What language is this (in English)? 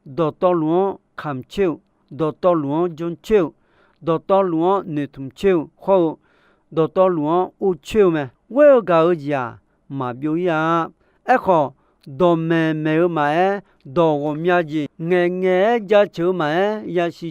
Akha